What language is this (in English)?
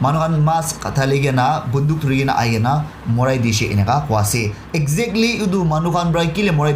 Naga Pidgin